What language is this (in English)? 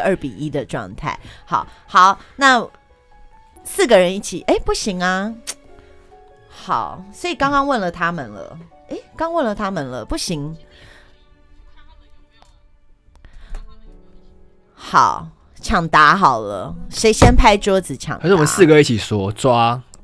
Chinese